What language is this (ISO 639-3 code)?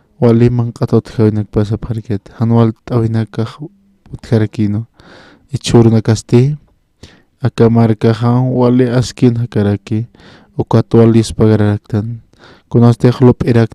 aym